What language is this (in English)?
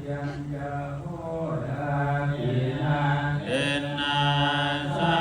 Pali